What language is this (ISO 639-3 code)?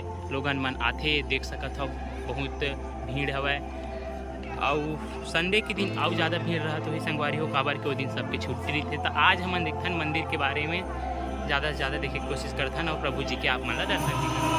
hne